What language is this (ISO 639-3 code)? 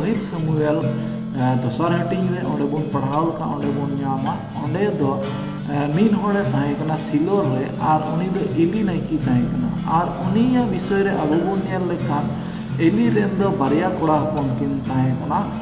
sat